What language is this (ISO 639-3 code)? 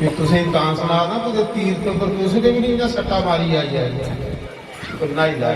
doi